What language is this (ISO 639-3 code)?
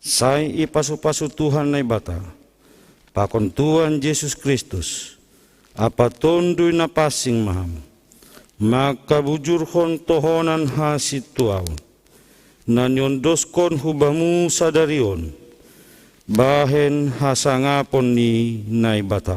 bts